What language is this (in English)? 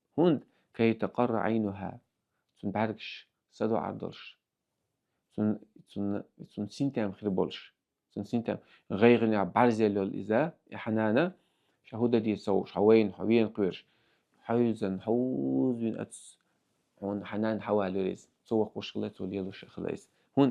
Chechen